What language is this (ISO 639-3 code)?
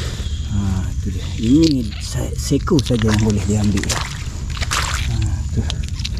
msa